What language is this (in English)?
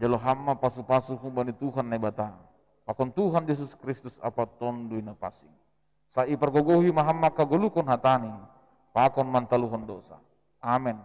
Batak Simalungun